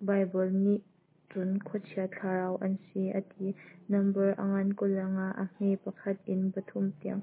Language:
Hakha Chin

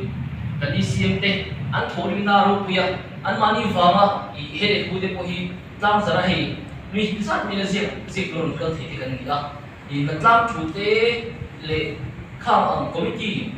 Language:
Mizo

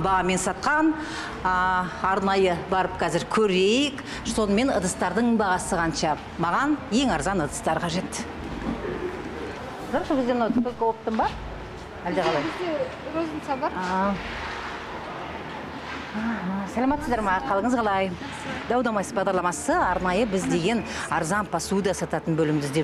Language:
Kazakh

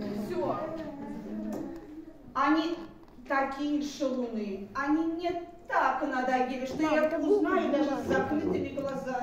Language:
Russian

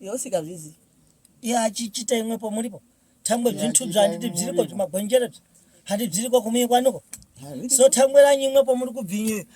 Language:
Shona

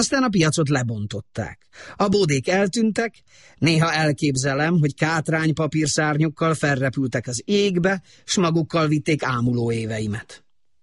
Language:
Hungarian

